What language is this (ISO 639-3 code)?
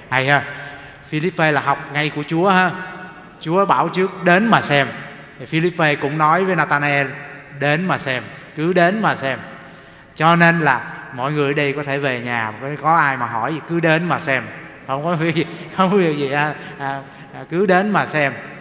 vie